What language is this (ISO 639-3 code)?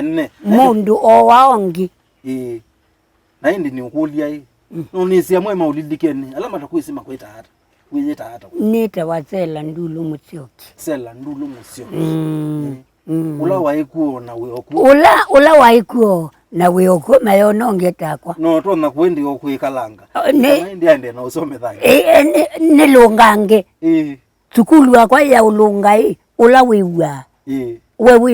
kam